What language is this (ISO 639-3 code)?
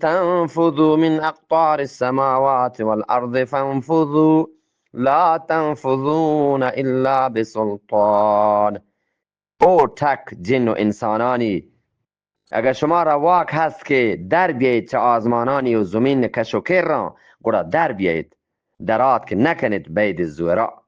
bgp